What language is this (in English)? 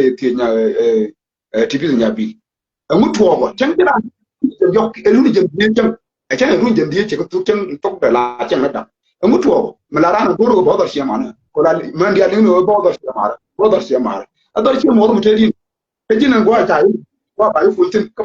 Nuer